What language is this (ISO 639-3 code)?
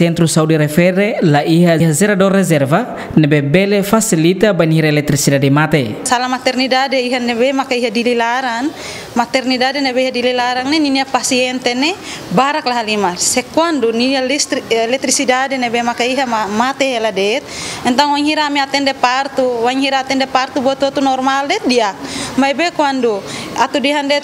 tet